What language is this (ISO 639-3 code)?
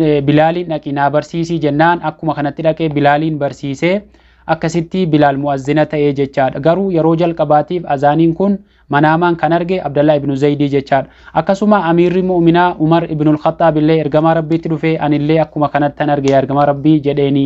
orm